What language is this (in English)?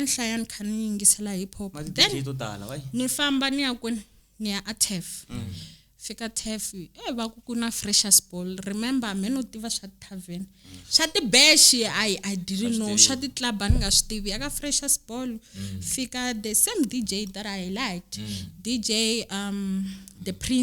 Tsonga